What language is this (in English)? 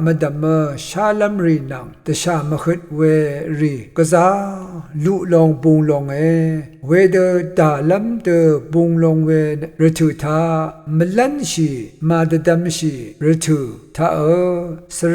Rawang